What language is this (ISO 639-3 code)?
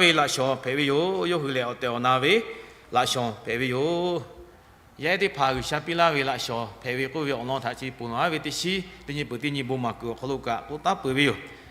lhu